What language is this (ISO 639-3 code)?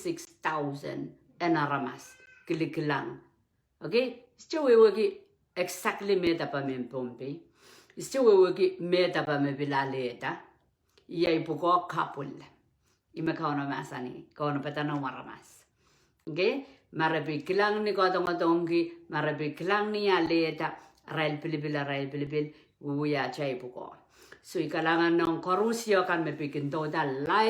pon